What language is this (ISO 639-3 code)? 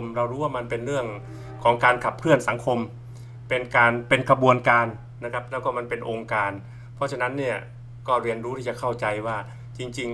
tha